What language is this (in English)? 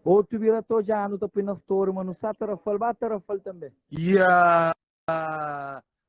Kabuverdianu